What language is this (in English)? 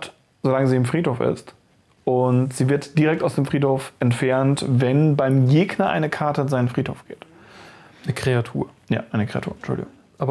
German